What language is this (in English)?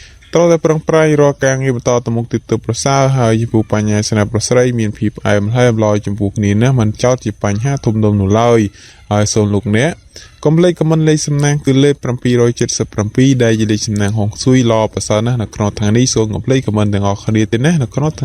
Khmer